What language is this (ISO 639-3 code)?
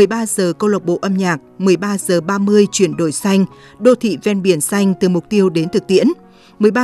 vie